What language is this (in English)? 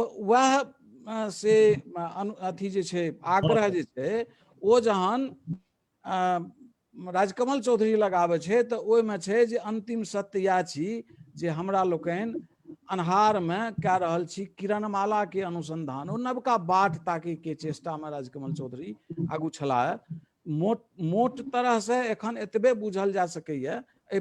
Maithili